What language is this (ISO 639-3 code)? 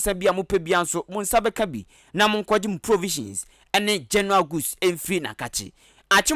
aka